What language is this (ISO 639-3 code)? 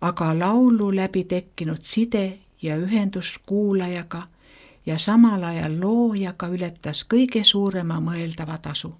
est